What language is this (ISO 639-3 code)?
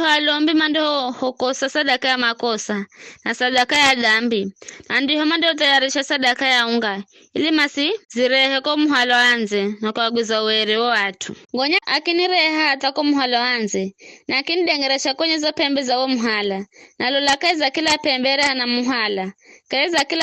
nyf